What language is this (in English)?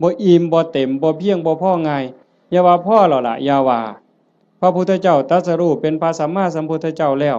Northeastern Thai